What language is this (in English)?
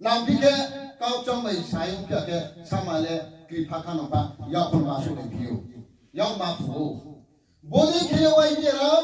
Riang (India)